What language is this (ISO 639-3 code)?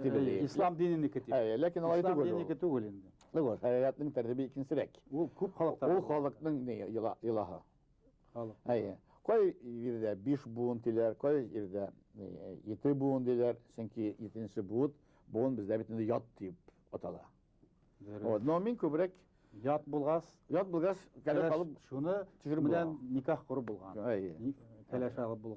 bak